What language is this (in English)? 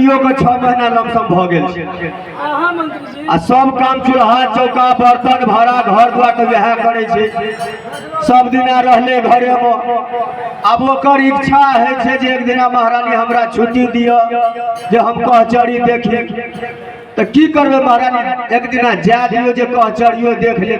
Maithili